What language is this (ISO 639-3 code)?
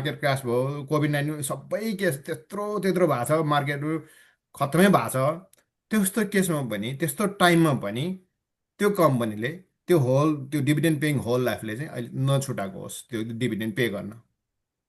nep